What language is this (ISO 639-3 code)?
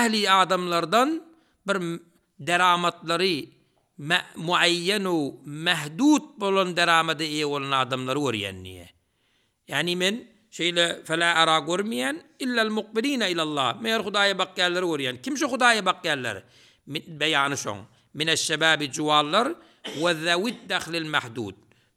tuk